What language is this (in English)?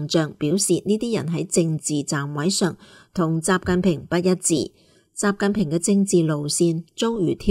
Cantonese